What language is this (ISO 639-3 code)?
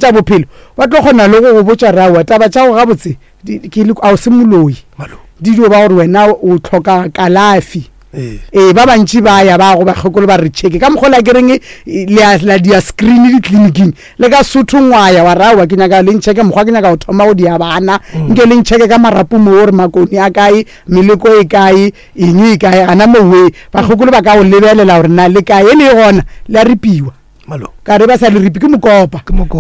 nso